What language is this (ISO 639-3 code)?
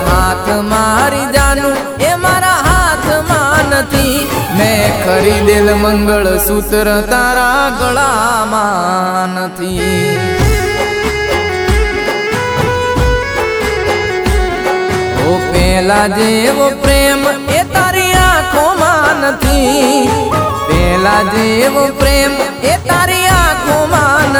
guj